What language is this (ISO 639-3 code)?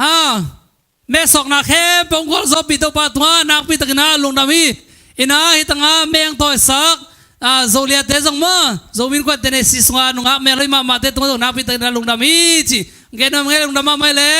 ctd